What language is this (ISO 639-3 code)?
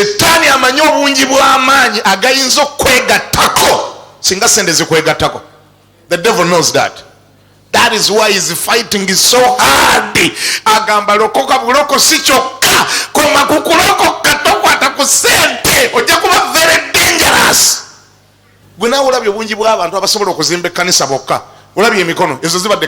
lug